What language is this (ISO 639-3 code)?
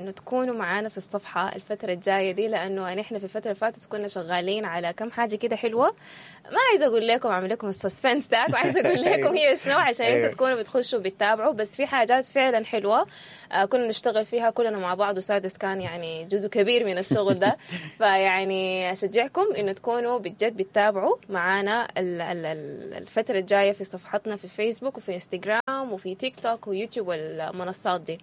apd